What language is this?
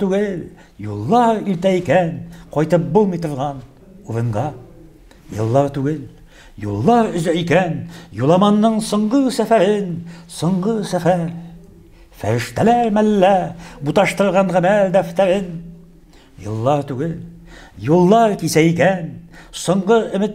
Tatar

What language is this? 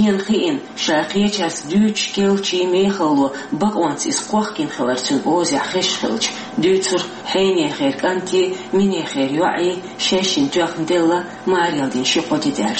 Chechen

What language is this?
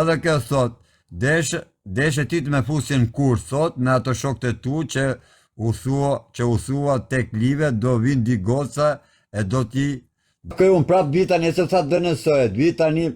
Albanian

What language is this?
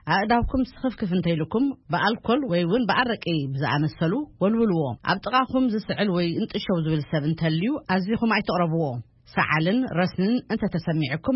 Tigrinya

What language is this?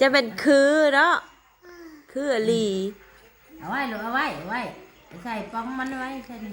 Lao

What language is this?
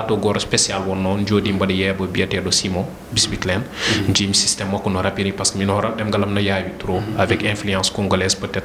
Fula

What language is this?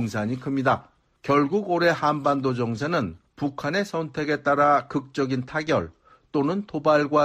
Korean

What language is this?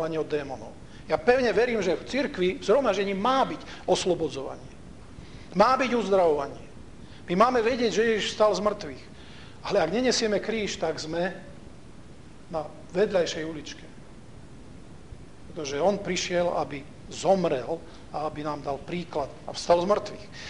Slovak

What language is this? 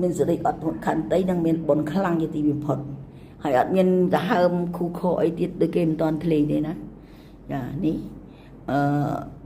Khmer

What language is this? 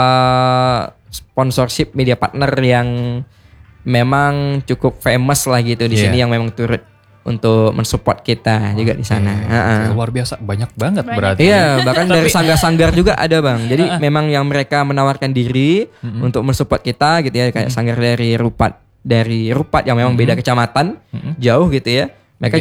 Indonesian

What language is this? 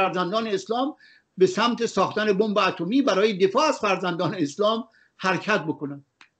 Persian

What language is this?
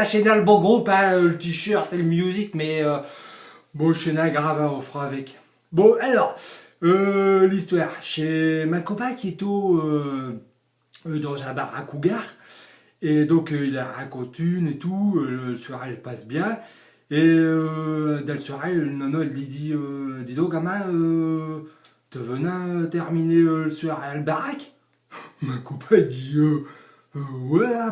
Picard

